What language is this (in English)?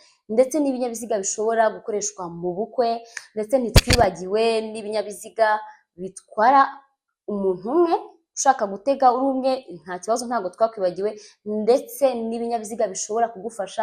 Kinyarwanda